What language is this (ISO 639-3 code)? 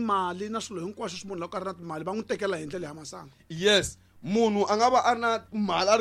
tso